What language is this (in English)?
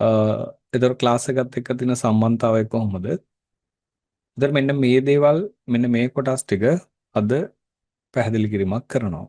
Sinhala